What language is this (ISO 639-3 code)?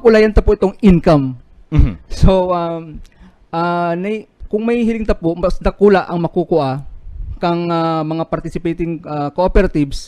bik